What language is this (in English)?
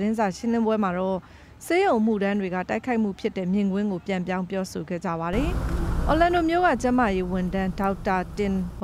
Burmese